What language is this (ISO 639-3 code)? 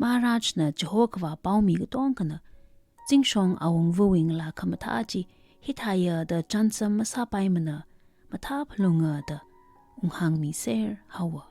nmf